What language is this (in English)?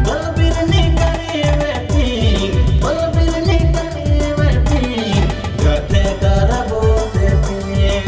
Sadri